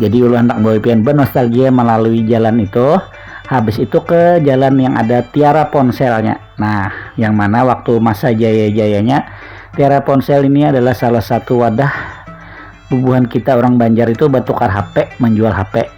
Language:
Banjar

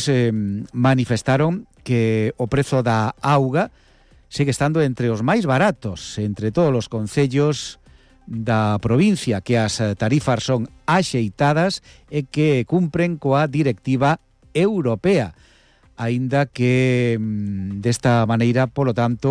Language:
Galician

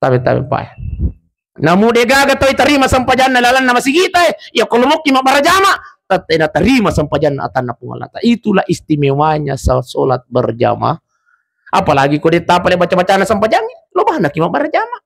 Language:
Buginese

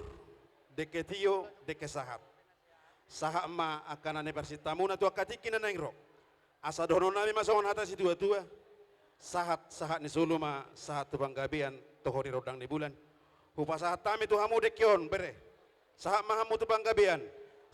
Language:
Batak Toba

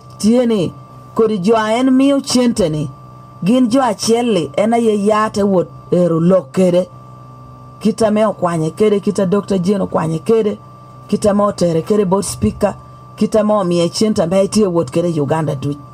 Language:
Lango (Uganda)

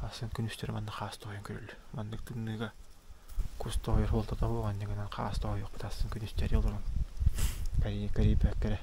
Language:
Yakut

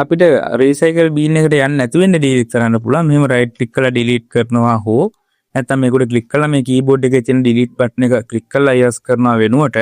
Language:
Sinhala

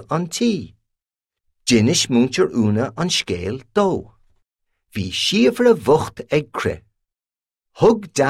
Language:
Irish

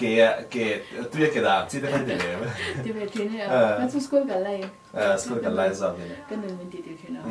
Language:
Mizo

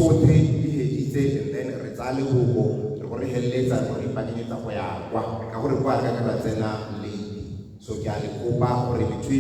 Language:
Tswana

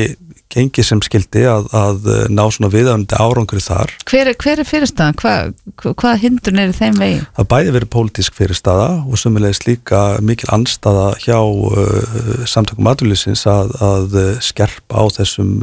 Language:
Icelandic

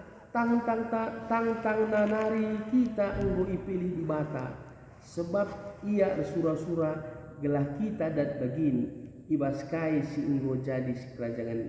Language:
Batak Karo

